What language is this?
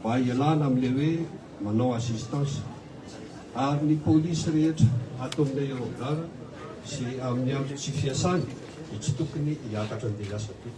Malagasy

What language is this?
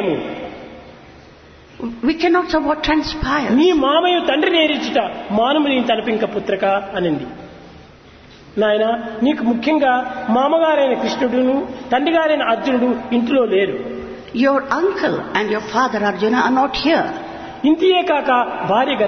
Telugu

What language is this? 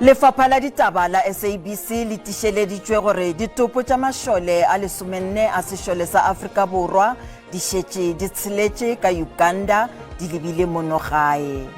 Northern Sotho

